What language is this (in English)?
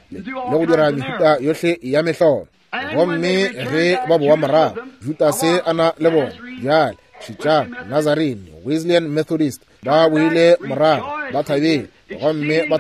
Northern Sotho